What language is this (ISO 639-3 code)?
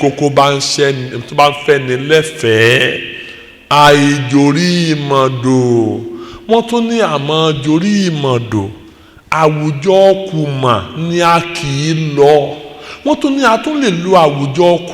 yor